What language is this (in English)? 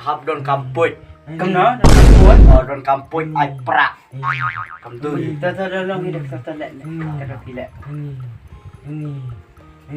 Khasi